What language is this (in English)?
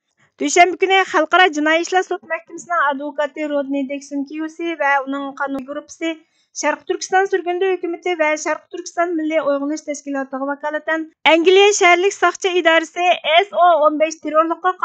Uyghur